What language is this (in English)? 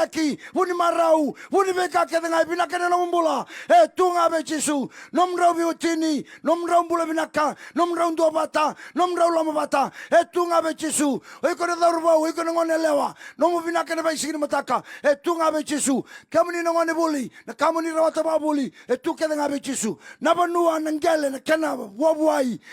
Fijian